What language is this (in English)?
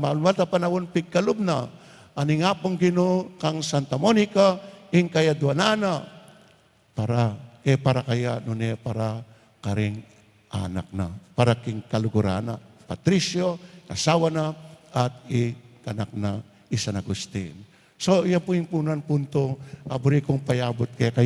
Pampanga